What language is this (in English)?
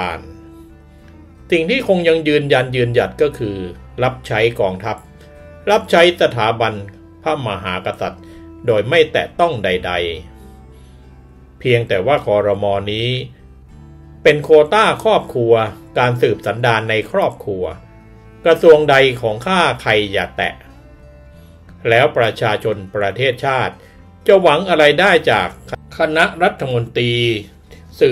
Thai